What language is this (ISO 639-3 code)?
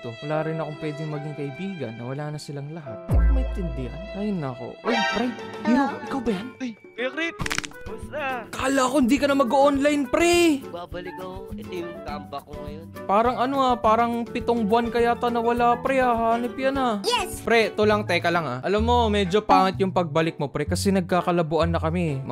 fil